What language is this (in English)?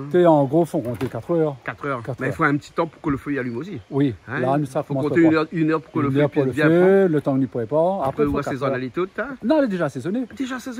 Réunion Creole French